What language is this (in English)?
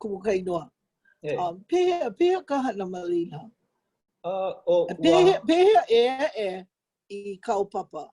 Hawaiian